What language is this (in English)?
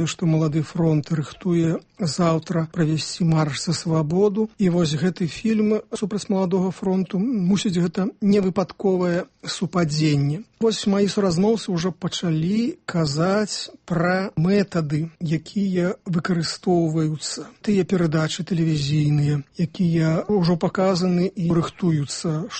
Belarusian